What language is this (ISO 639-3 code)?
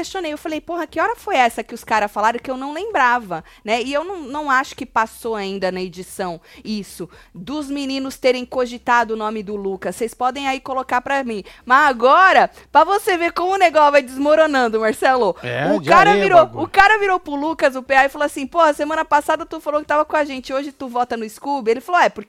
por